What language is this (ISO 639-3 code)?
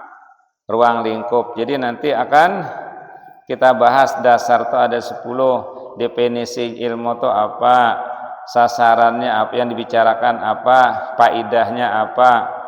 bjn